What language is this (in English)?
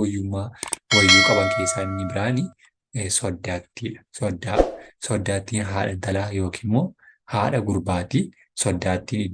Oromo